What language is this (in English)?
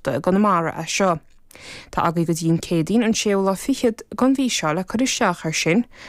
Irish